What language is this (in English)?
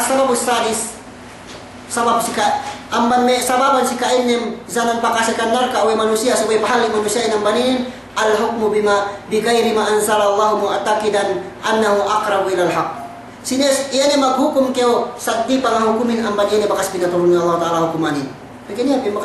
Yakan